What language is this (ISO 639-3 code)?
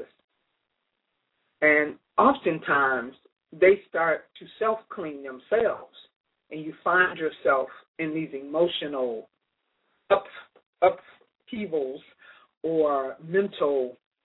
eng